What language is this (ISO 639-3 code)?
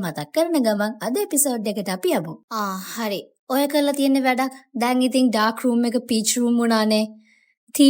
sin